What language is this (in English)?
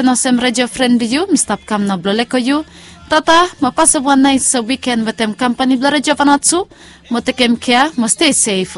Bislama